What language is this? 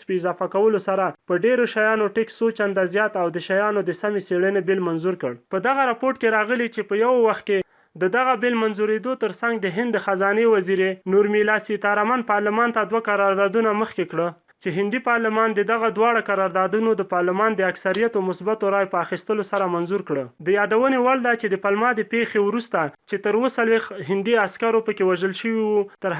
Pashto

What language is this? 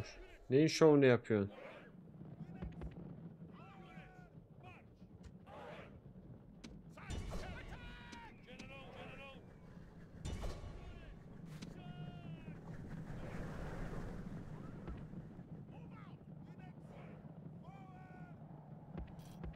Turkish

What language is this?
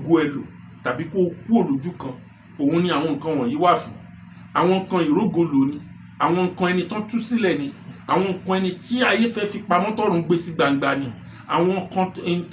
Yoruba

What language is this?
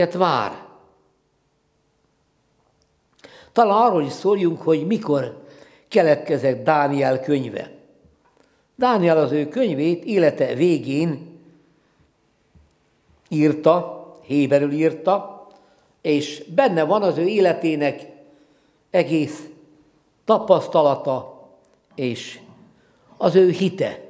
Hungarian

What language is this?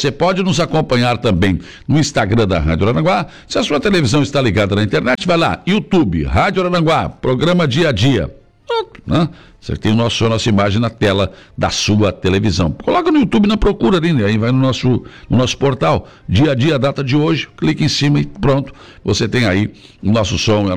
Portuguese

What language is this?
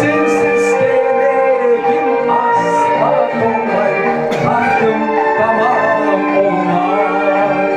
Crimean Tatar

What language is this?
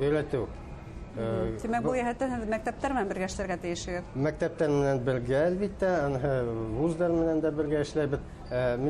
Bashkir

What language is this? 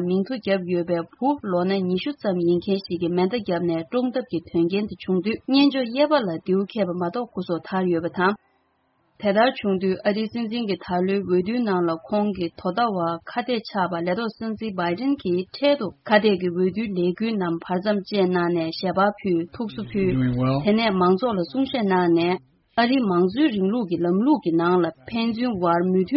Tibetan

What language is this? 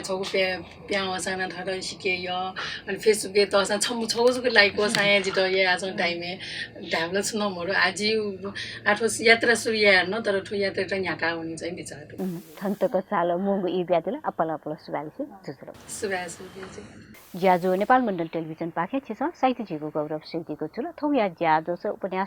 Newari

